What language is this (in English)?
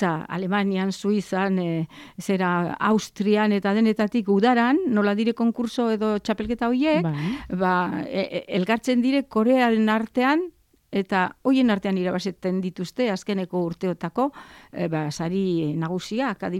Basque